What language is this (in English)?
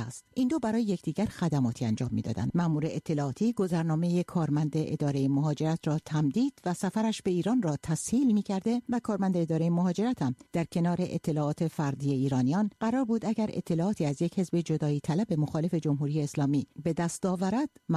Persian